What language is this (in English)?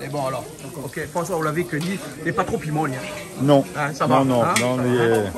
Réunion Creole French